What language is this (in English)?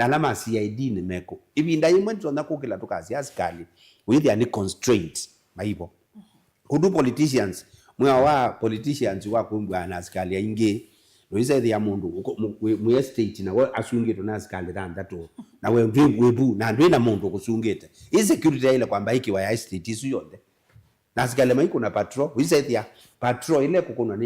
Kamba